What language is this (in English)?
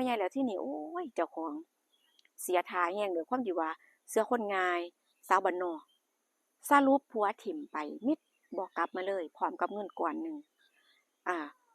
Northeastern Thai